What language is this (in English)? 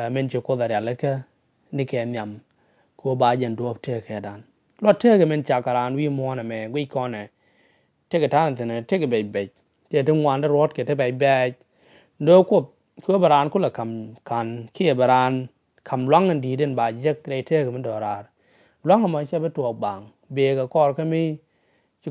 Nuer